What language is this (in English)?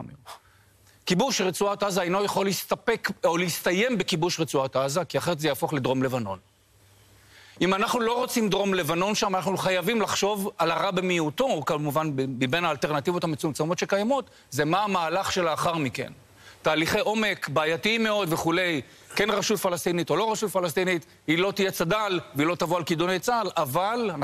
Hebrew